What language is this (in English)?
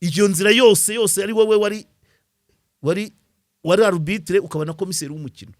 Kinyarwanda